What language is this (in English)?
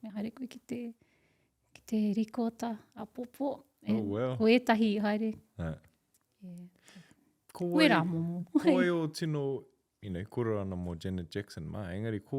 Māori